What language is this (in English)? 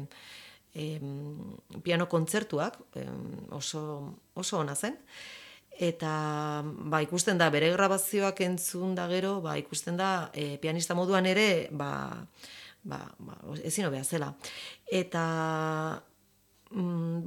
Basque